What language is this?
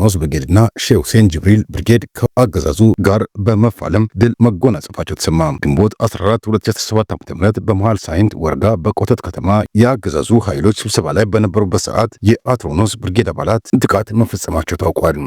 Amharic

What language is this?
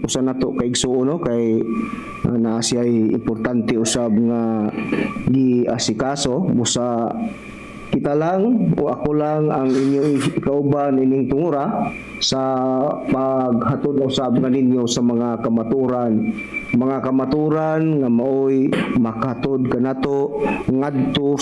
Cebuano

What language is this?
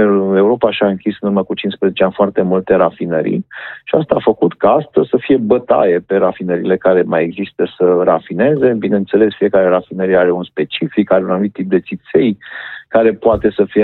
Romanian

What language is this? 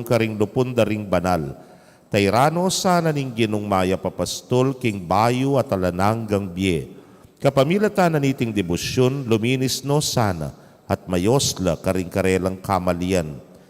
Pampanga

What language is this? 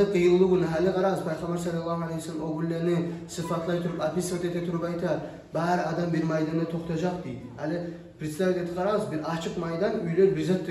Kumyk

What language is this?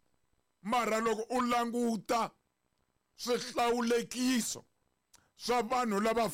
Tsonga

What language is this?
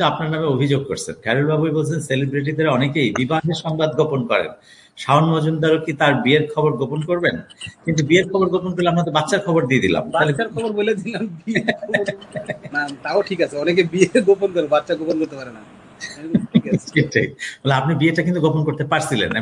Bangla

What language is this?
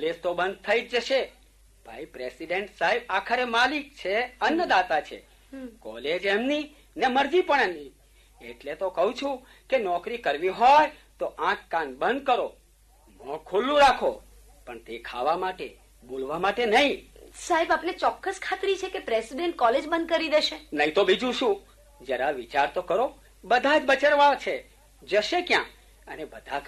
Gujarati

